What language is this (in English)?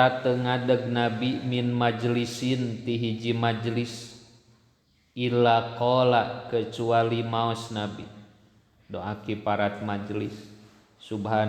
Sundanese